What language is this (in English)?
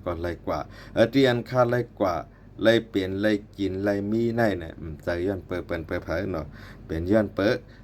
Shan